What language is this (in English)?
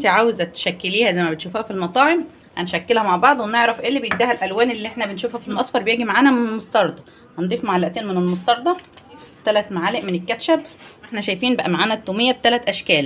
Egyptian Arabic